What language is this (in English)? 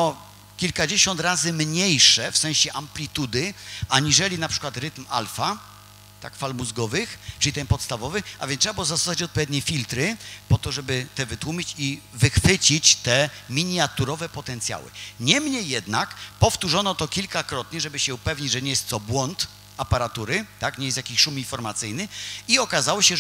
Polish